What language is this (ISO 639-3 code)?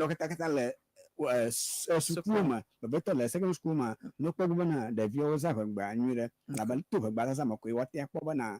ewe